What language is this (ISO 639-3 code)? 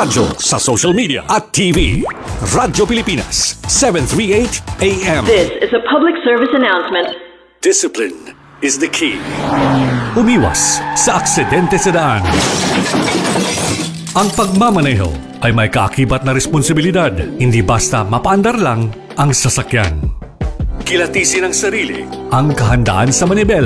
fil